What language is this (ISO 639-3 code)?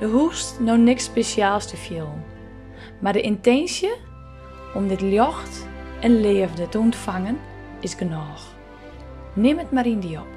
fry